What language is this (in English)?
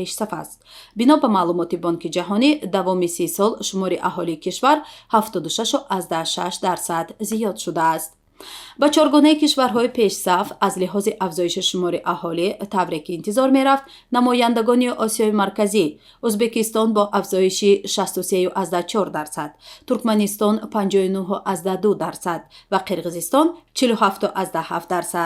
Tajik